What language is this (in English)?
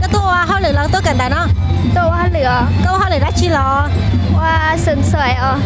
Hmong